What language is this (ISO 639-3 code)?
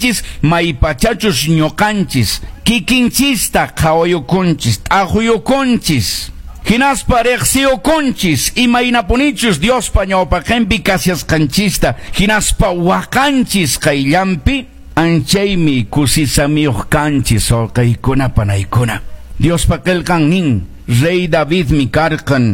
que